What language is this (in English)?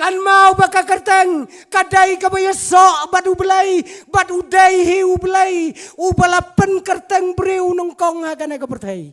Khasi